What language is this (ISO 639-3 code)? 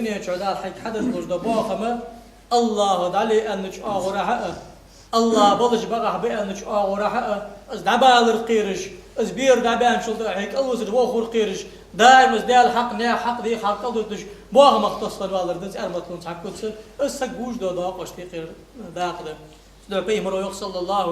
inh